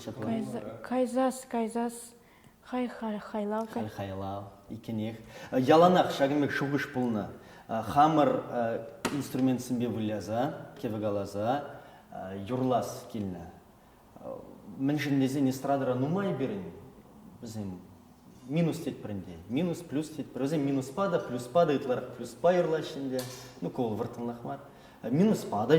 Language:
Chuvash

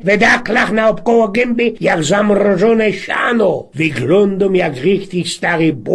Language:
Silesian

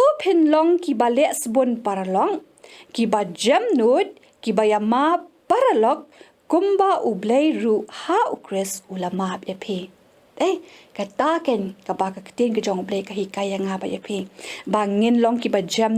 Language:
Khasi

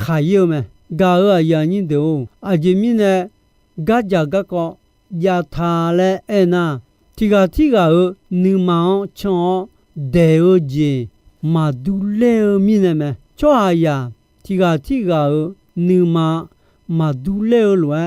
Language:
Akha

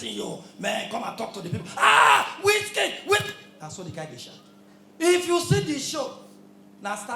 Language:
Nigerian Pidgin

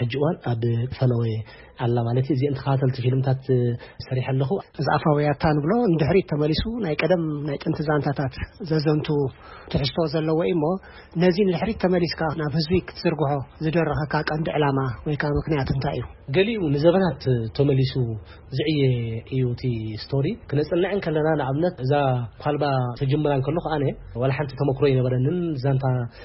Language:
Tigrinya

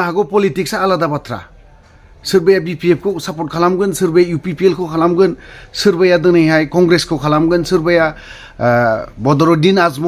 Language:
Bodo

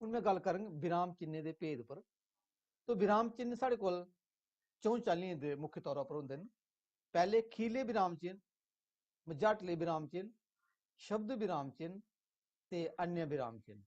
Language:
Dogri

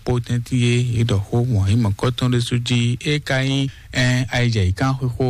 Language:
Fon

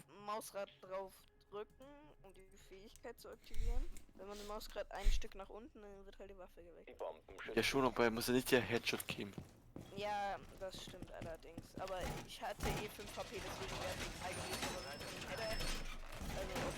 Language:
Swiss German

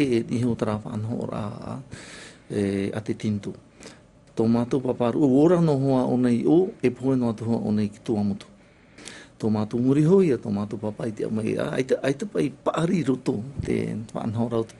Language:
Tahitian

